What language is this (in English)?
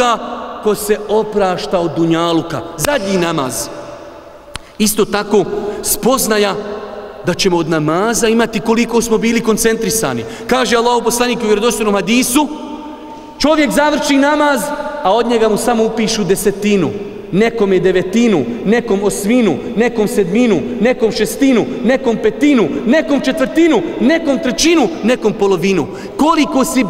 Bosnian